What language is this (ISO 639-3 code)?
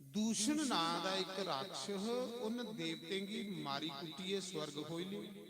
doi